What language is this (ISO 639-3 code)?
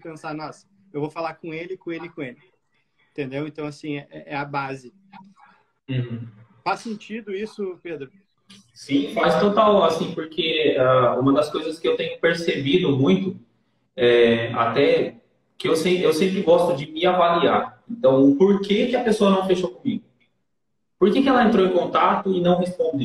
por